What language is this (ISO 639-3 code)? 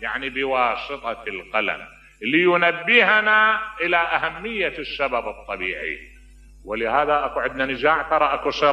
acm